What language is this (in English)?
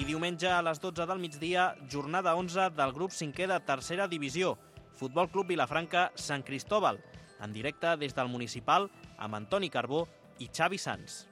Catalan